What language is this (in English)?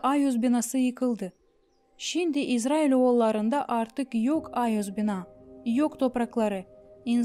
Gagauz